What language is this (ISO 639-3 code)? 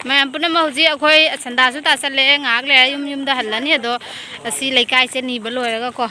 mni